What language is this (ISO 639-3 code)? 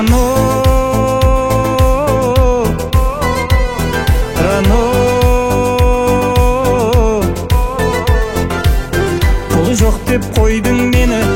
kaz